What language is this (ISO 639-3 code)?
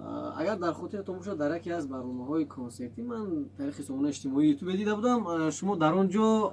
tgk